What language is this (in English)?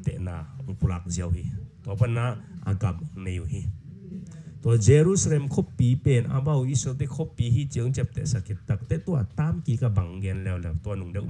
Tedim Chin